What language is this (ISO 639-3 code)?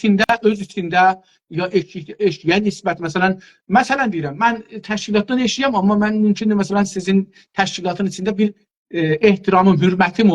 azb